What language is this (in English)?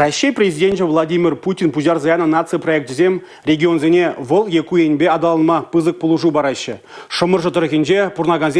Chuvash